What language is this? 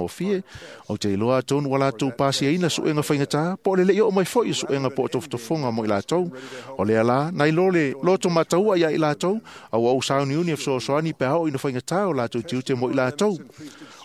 Samoan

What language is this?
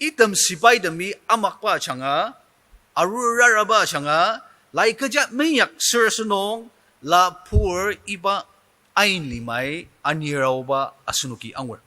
Ao Naga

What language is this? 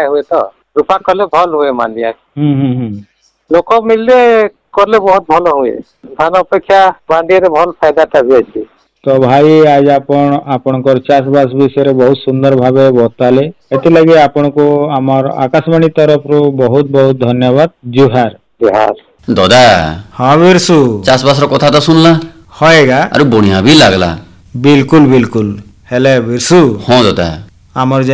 Odia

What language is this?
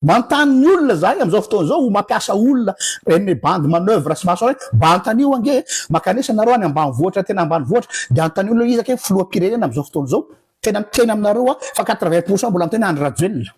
Malagasy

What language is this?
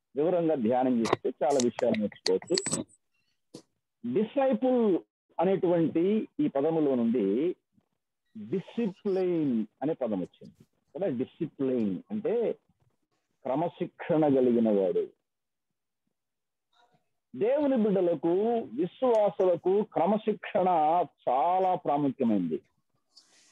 Telugu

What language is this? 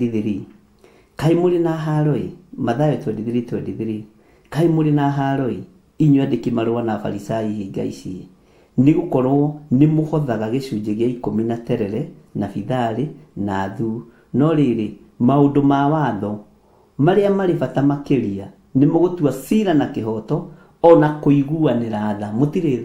Kikuyu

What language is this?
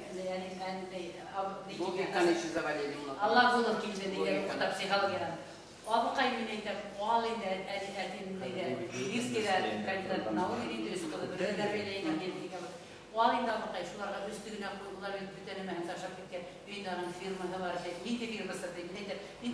Bashkir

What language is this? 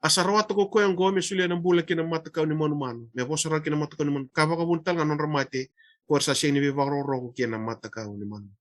Fijian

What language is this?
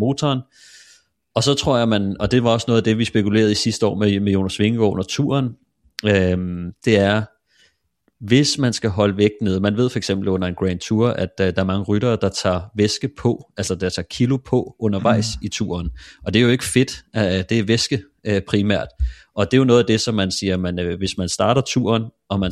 Danish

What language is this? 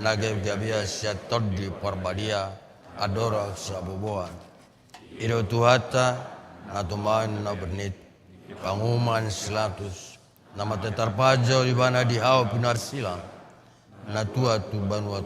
Batak Toba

